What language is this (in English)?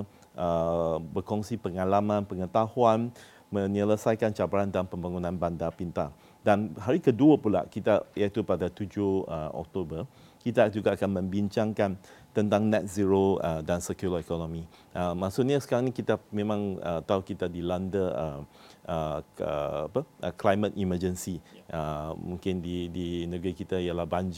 Malay